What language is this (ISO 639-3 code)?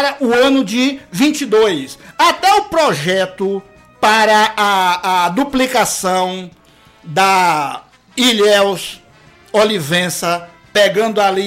por